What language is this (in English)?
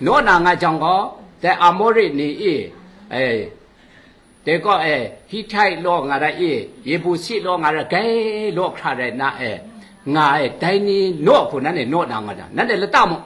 Kachin